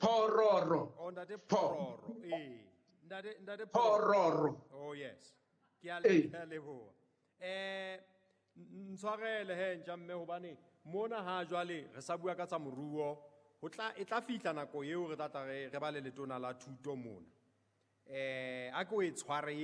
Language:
Southern Sotho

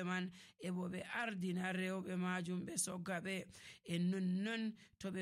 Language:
Nigerian Fulfulde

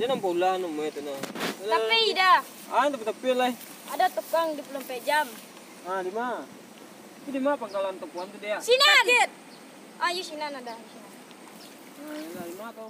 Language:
Minangkabau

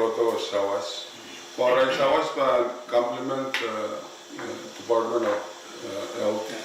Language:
Pohnpeian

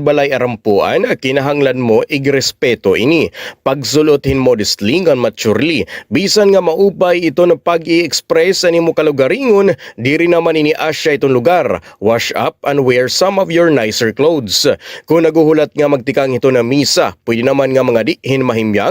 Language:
Waray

